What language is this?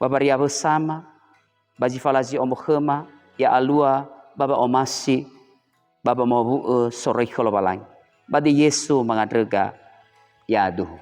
Nias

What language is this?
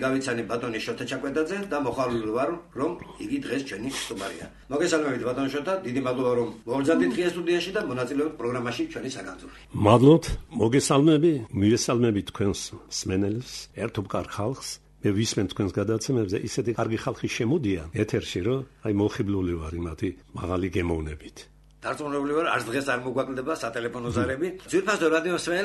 Georgian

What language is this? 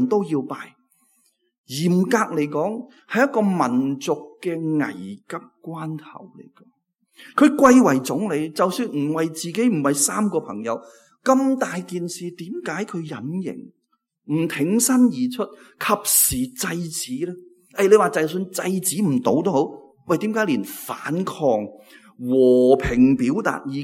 Cantonese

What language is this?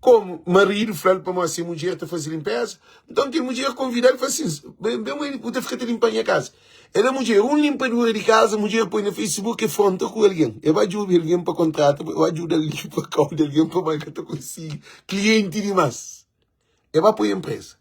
Kabuverdianu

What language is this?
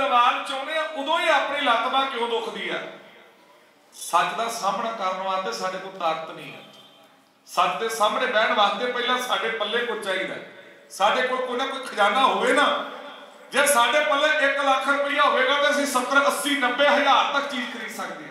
Punjabi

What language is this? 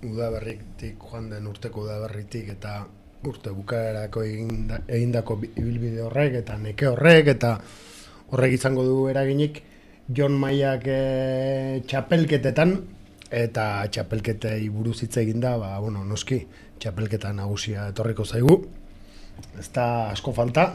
Basque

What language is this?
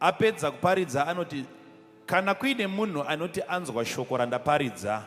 Shona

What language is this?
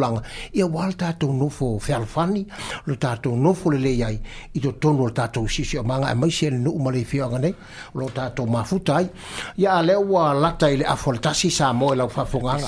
Samoan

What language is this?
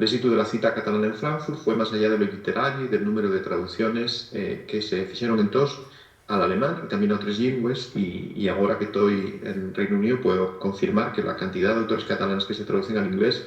Asturian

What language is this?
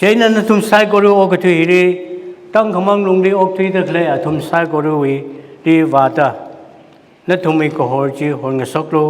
Tangkhul Naga (India)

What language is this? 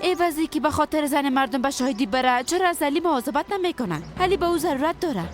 Persian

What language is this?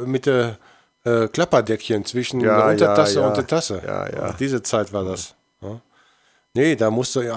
German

